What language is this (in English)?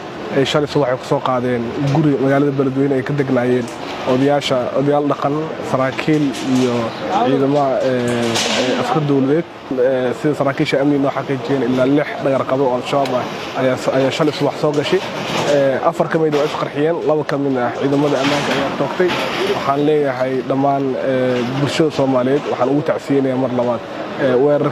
Somali